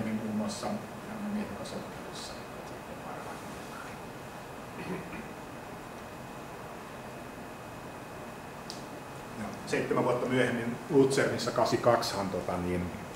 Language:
Finnish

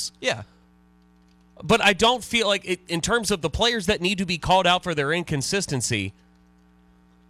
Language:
English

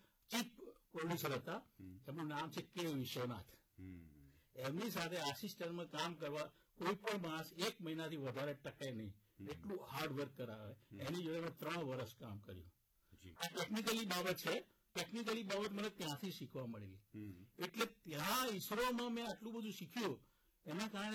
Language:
Gujarati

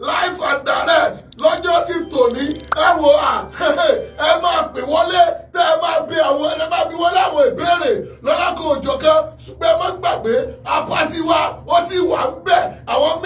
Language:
Yoruba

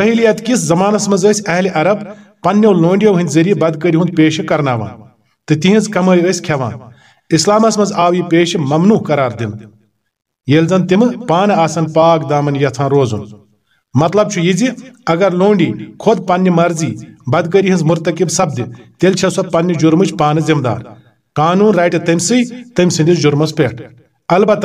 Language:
Kashmiri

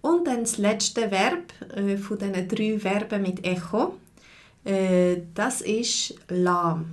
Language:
Swiss German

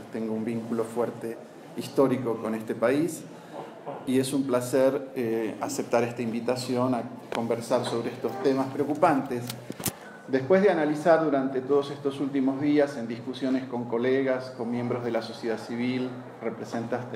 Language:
Spanish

